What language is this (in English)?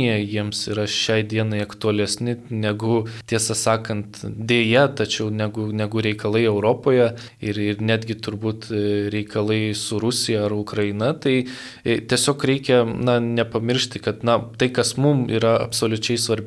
Lithuanian